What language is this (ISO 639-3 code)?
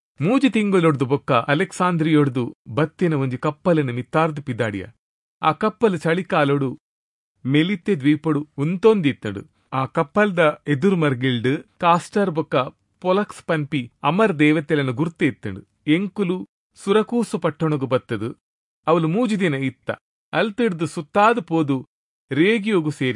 tcy